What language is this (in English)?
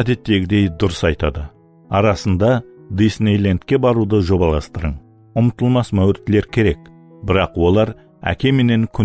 Kara-Kalpak